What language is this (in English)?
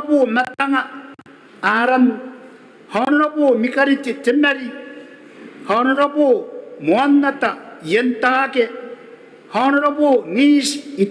Gilbertese